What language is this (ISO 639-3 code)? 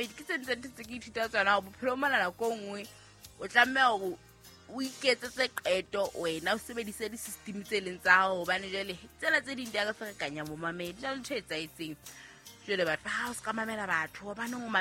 sot